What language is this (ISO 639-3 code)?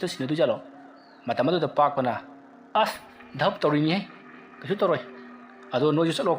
mni